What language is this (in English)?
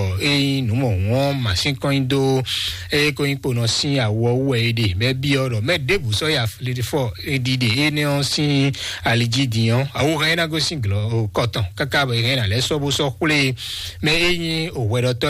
Fon